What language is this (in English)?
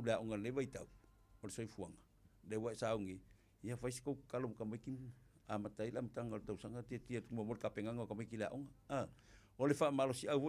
Samoan